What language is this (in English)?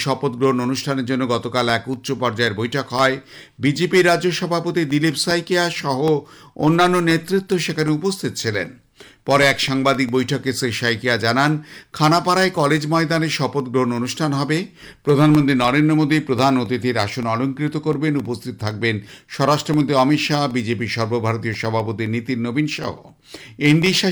Bangla